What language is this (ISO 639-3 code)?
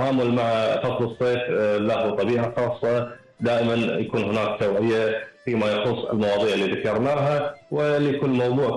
afb